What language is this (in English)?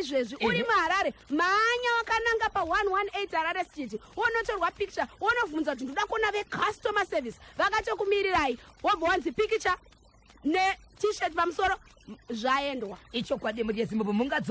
Shona